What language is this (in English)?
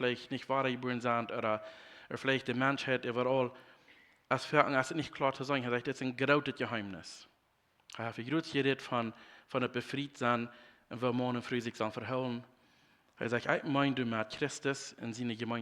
Plautdietsch